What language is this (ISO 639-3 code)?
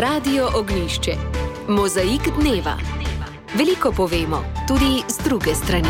slv